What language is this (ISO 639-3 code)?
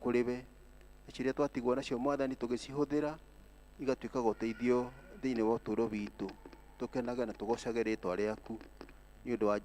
kik